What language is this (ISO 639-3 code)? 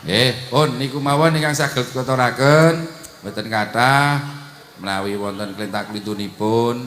jav